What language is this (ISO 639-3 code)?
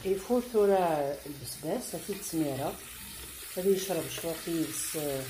kab